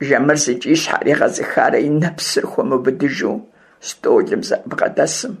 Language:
Kabardian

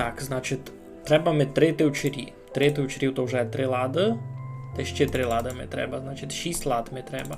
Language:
Rusyn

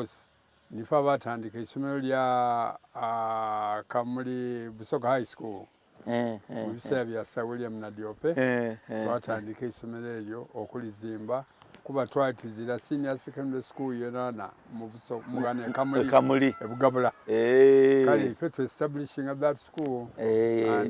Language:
Soga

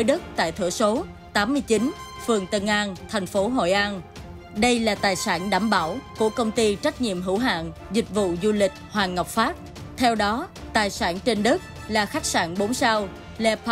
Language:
Vietnamese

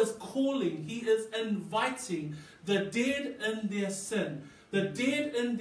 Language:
Samoan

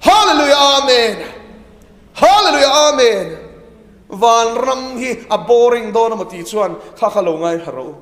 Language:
Mizo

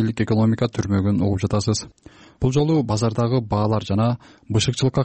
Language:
Kyrgyz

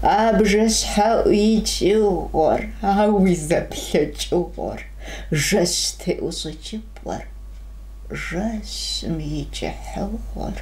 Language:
Kabardian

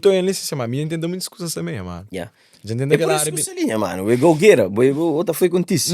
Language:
Kabuverdianu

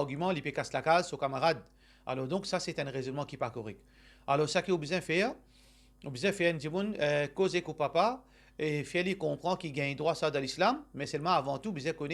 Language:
Morisyen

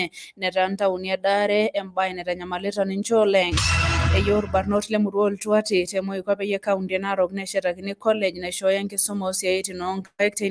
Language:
Masai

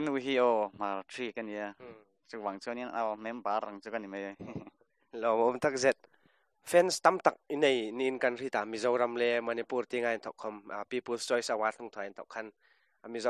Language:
Hmar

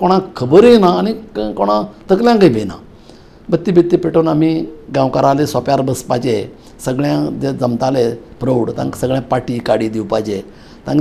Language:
Konkani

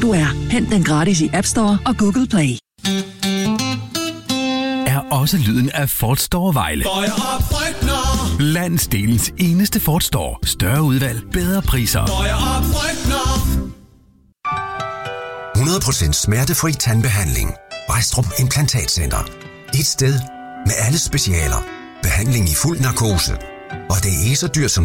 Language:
Danish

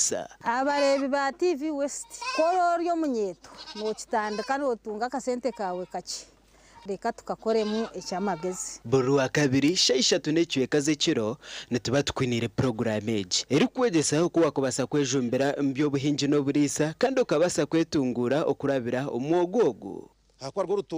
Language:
Nyankole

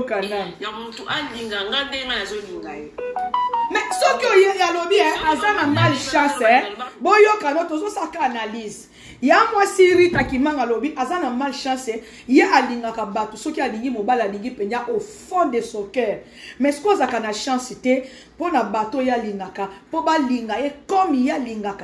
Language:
Lingala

